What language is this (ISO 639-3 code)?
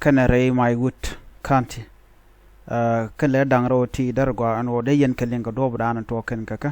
nus